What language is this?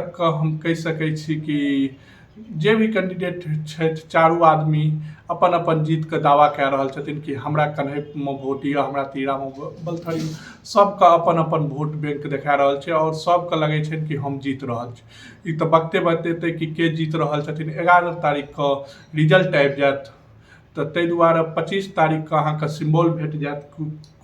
Maithili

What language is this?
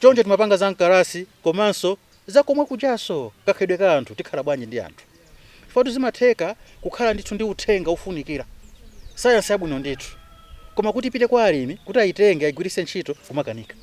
Nyanja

